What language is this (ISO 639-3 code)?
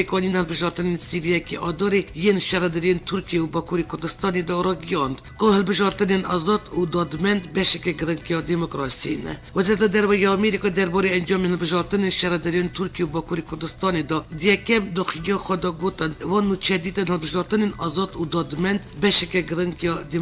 kur